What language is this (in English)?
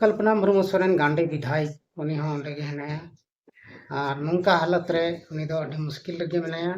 Santali